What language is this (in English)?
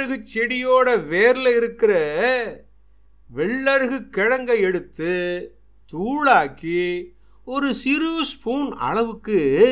Tamil